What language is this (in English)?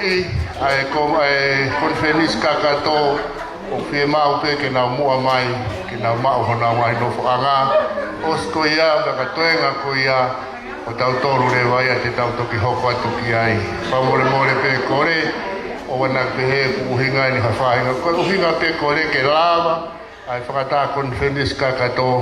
Tongan